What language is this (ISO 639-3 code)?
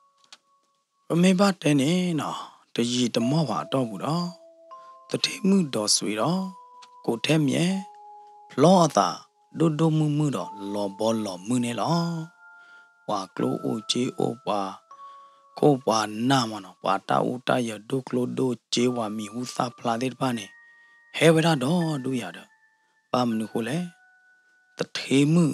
ksw